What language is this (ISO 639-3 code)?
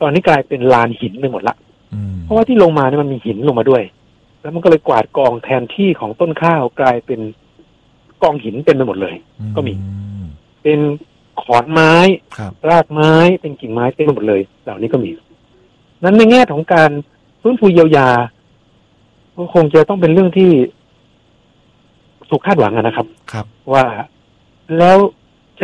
tha